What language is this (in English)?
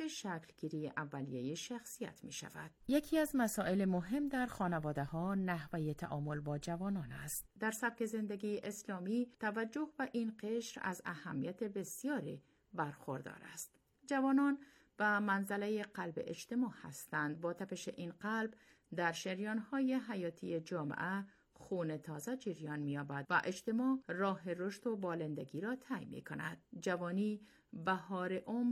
Persian